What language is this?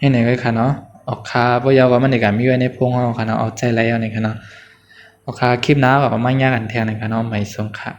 Shan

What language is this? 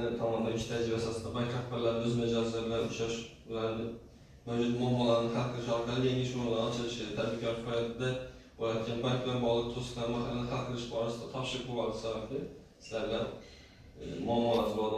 Uzbek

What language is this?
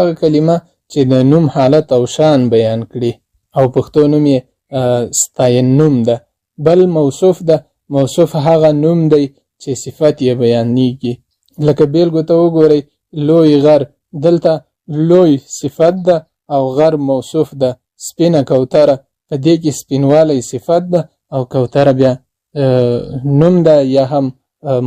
Pashto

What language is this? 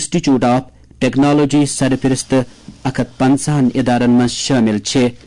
Kashmiri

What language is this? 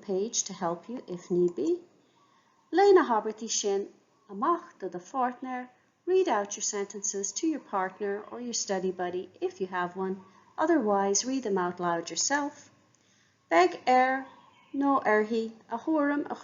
Irish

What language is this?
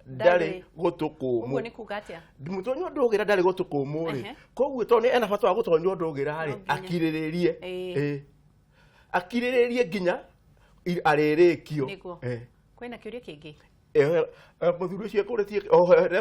Kikuyu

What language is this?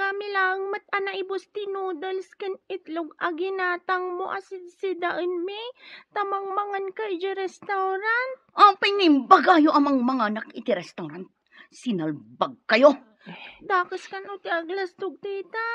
Iloko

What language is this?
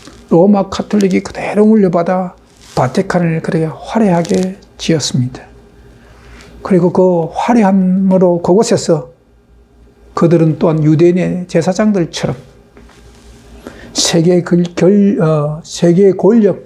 Korean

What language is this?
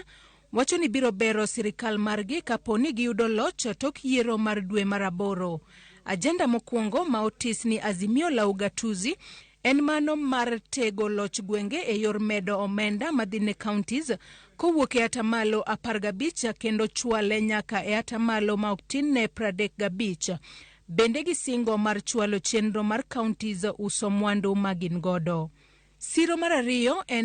Luo (Kenya and Tanzania)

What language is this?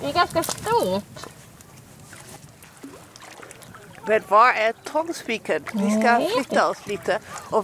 Swedish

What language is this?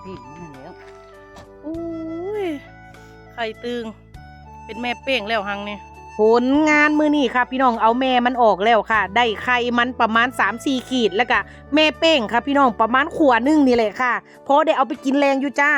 Northeastern Thai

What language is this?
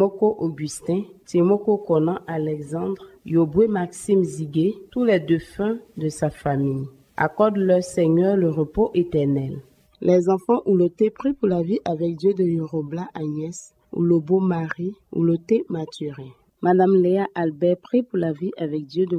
French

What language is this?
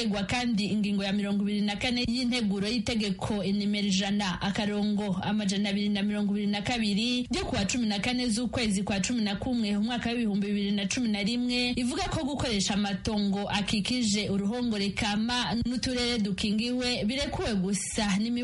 Kinyarwanda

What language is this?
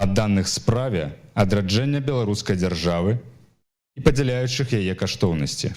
Belarusian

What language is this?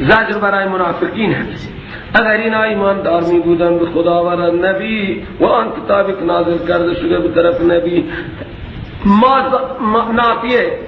Persian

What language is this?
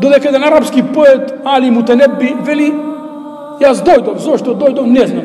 Macedonian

